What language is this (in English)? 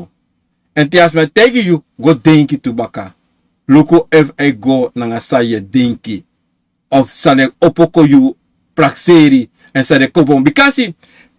Sranan Tongo